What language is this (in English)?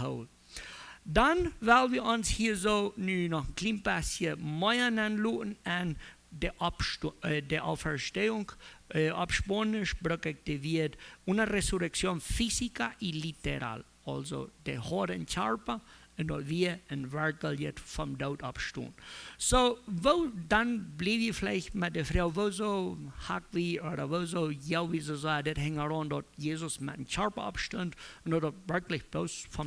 Plautdietsch